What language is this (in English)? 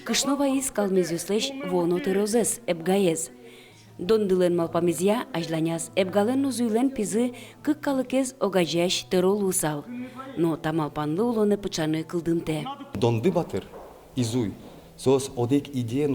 Udmurt